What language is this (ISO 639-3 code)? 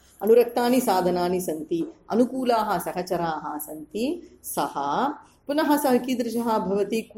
san